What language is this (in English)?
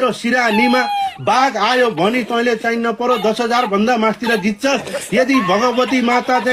Nepali